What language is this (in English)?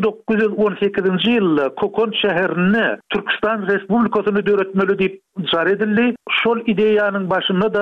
Turkmen